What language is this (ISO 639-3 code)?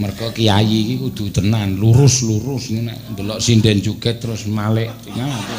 jav